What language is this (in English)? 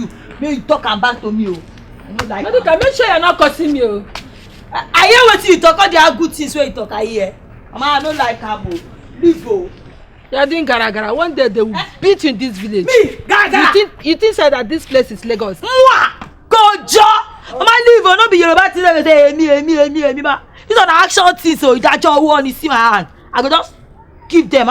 Nigerian Pidgin